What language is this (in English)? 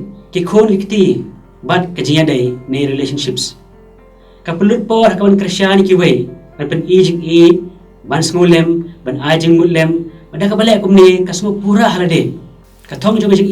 Khasi